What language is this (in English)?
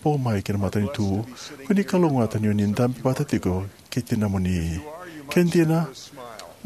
Fijian